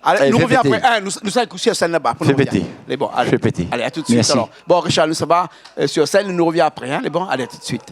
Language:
Réunion Creole French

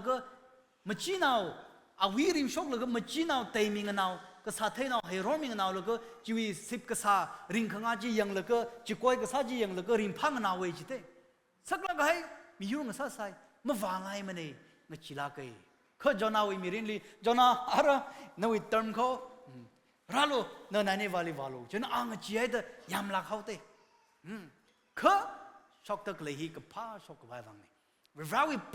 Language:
Tangkhul Naga (India)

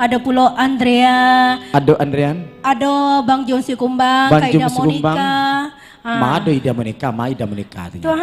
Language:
Minangkabau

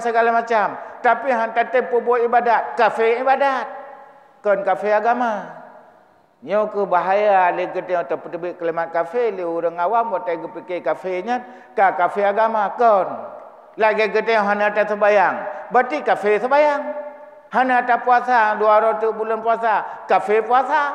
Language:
Achinese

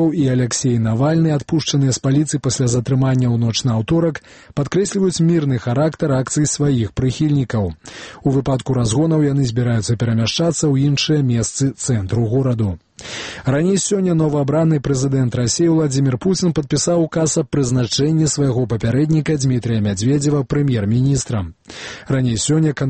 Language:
Belarusian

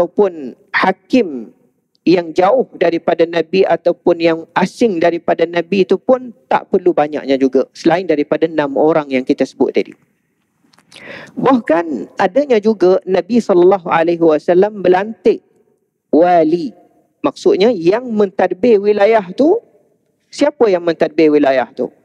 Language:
Malay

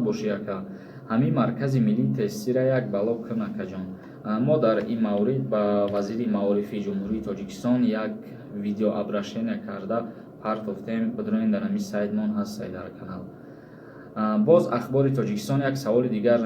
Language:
Tajik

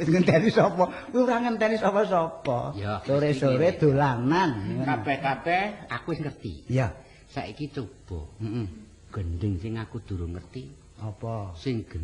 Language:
Javanese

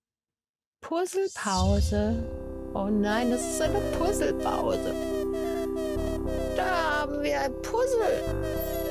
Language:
German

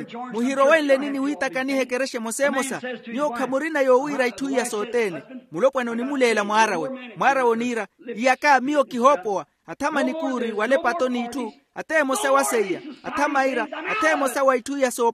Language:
Makhuwa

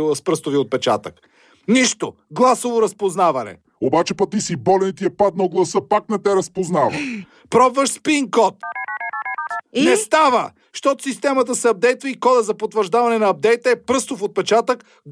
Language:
Bulgarian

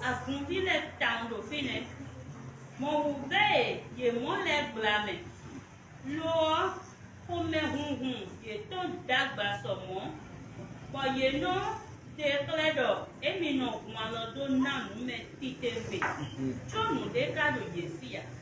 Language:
Fon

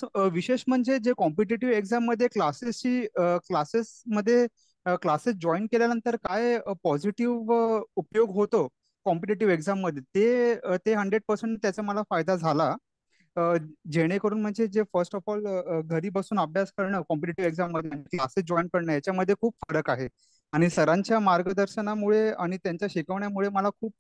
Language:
Marathi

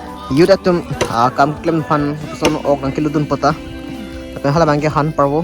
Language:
Karbi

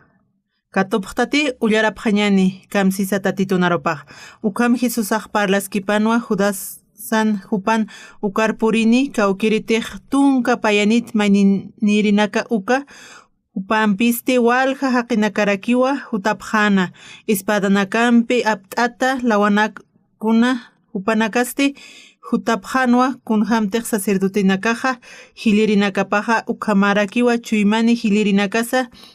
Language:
Aymara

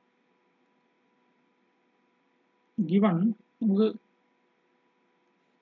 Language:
Malayalam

